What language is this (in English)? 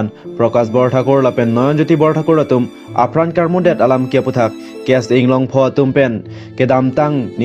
Karbi